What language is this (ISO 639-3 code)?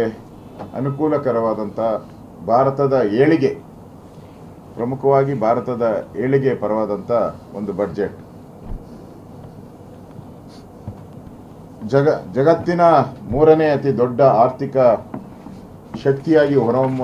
kan